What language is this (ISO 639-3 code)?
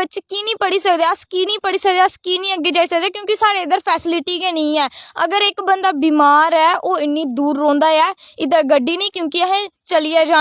doi